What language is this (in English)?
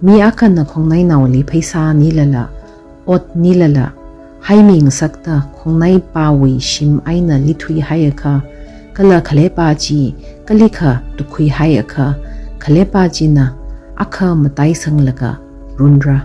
Tangkhul Naga (India)